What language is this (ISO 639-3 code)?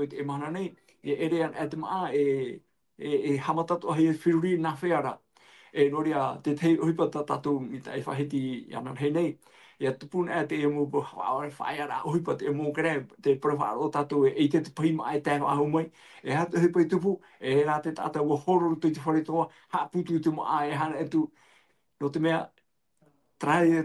tah